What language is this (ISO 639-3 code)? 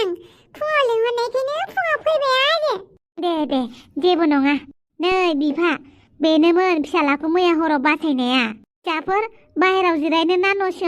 brx